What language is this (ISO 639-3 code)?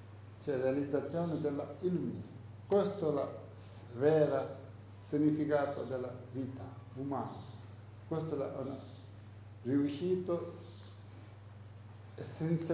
ita